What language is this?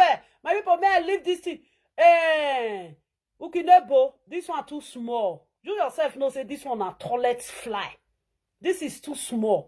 Nigerian Pidgin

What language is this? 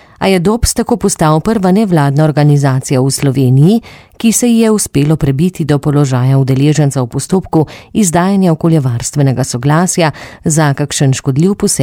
Slovenian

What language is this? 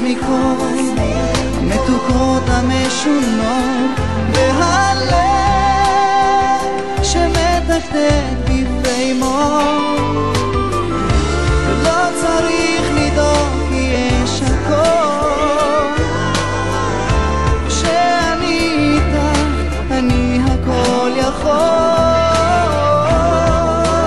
Hebrew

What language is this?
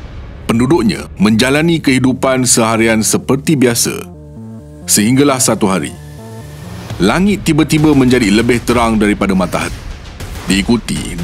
Malay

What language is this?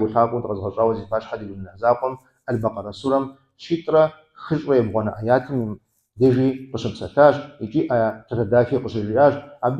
Kabardian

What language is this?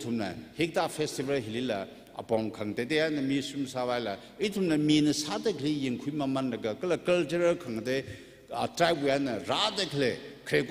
Tangkhul Naga (India)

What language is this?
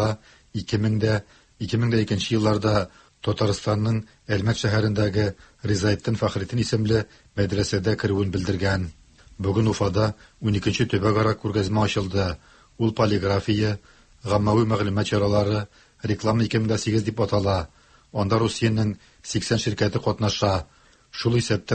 Tatar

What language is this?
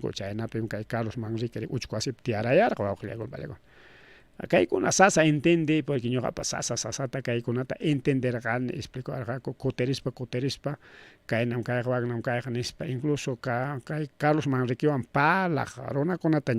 Ayacucho Quechua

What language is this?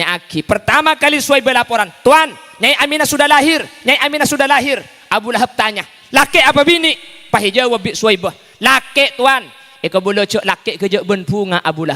Madurese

